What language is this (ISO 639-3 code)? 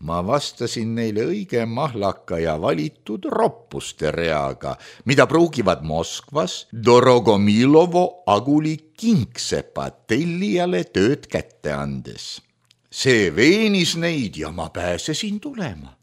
est